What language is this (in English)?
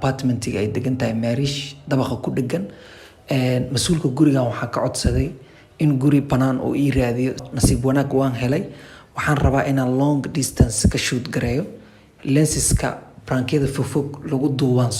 Somali